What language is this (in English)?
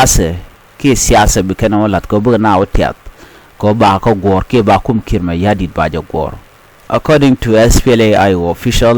Nuer